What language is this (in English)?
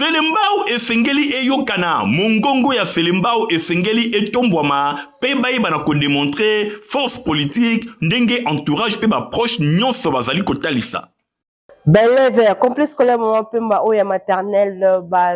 Lingala